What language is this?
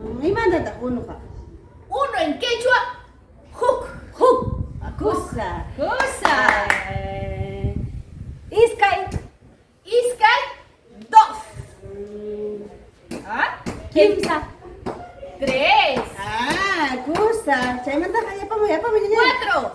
Ayacucho Quechua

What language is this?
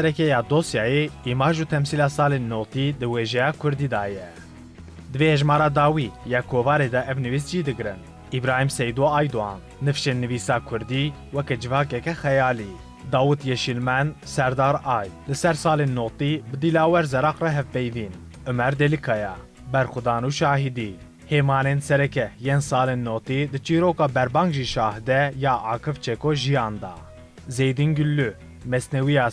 Kurdish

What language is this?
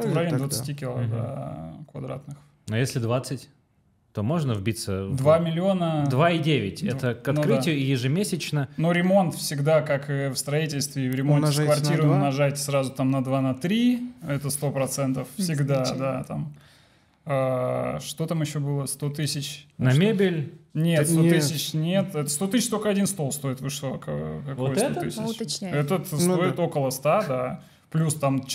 Russian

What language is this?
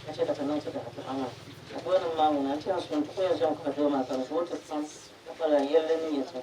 Dagbani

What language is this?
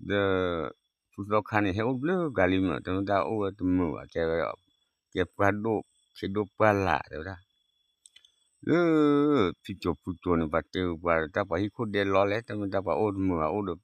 S'gaw Karen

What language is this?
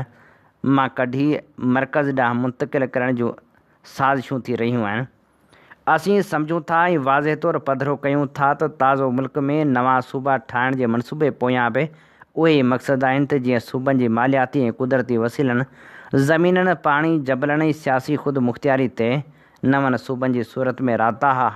Sindhi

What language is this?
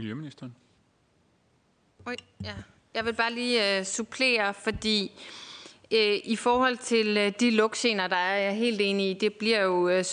Danish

